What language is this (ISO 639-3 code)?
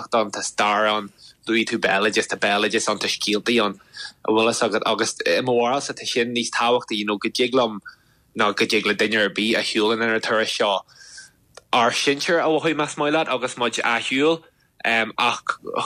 gle